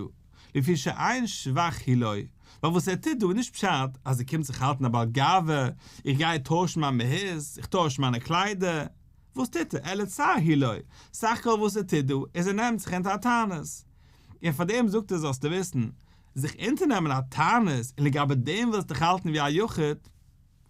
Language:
Yiddish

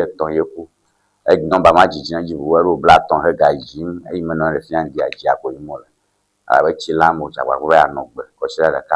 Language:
Ewe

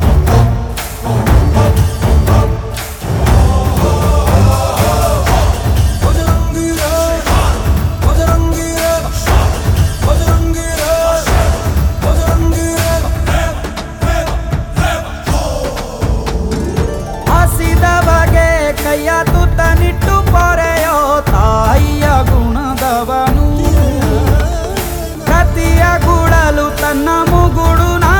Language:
Kannada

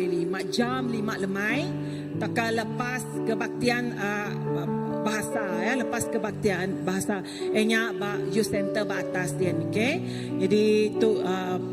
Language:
Iban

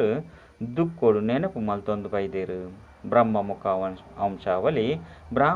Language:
Tulu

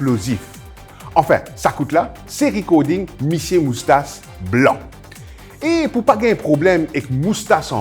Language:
Morisyen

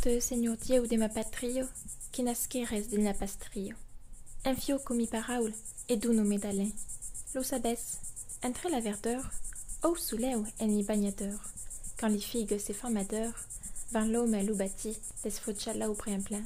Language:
Occitan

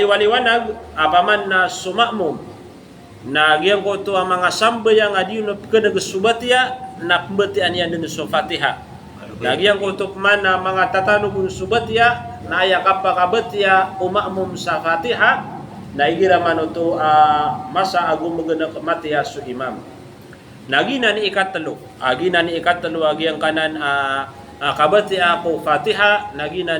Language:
Maranao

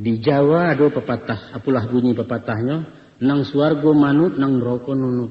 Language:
Minangkabau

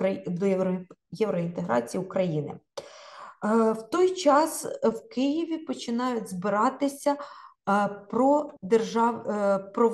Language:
Ukrainian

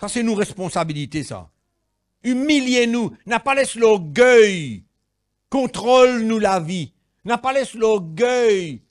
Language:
Morisyen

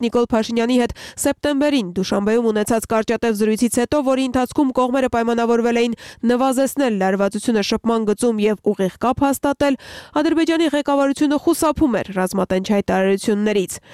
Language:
Armenian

